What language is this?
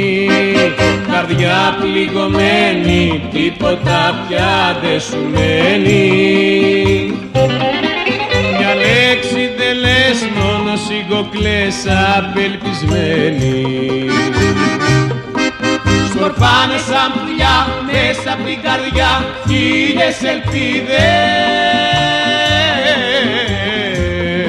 Greek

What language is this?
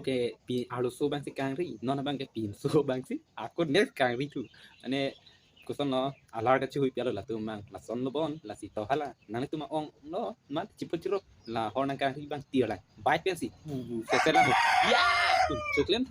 Karbi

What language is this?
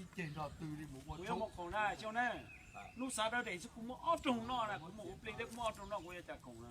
Hmong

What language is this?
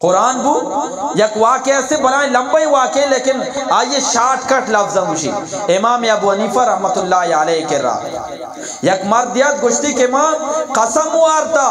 Eastern Balochi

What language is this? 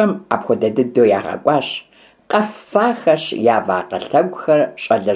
Kabardian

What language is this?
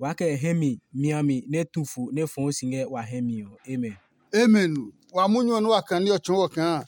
Adangme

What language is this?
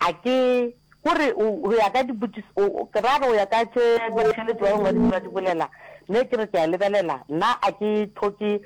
Northern Sotho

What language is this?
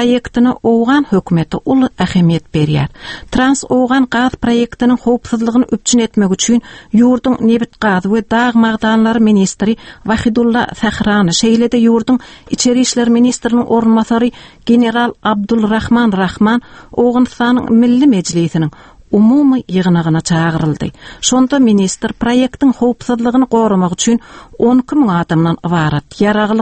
Turkmen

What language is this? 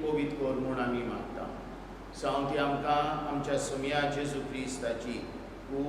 Konkani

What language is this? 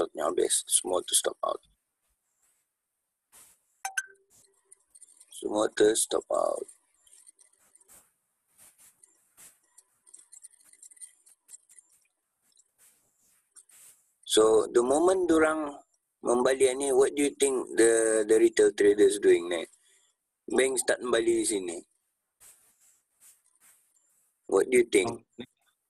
Malay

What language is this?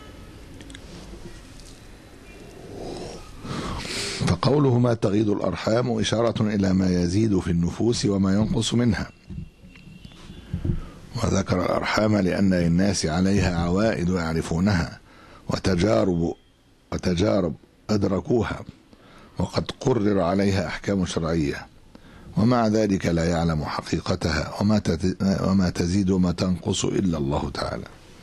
Arabic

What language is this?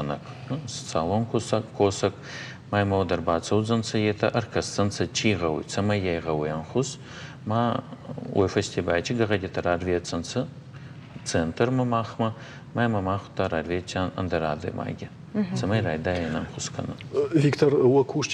Ossetic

